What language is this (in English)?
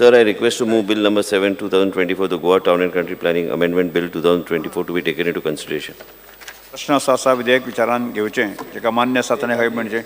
Konkani